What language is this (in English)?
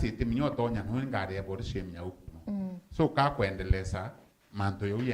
Meru